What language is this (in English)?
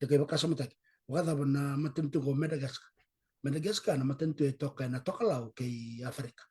Fijian